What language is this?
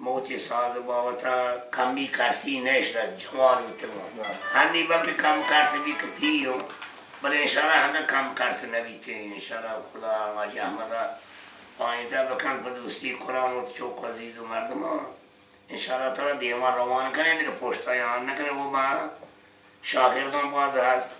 Baluchi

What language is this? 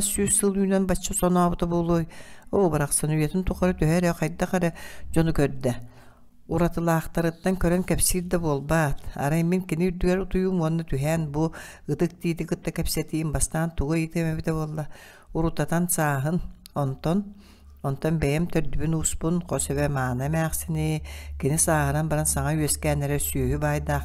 Yakut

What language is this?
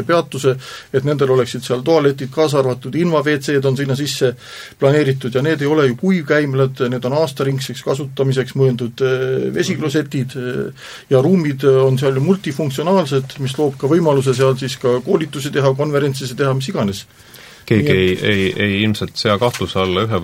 Estonian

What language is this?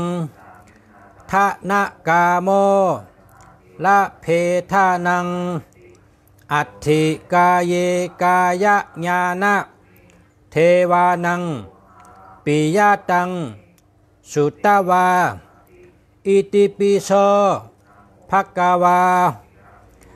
Shan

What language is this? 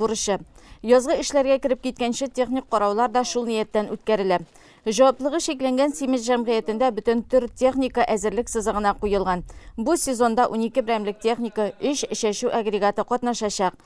Tatar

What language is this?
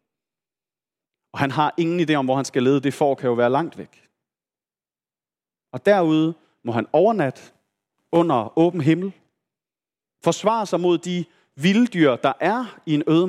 Danish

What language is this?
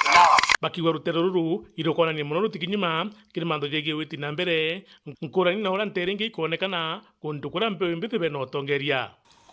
Meru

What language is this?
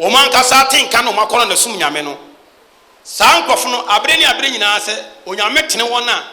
Akan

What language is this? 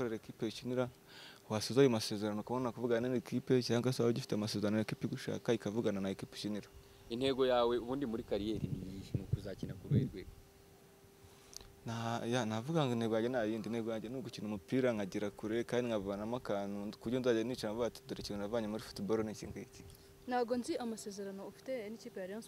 Kinyarwanda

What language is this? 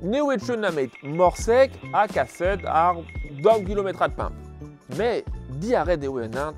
Breton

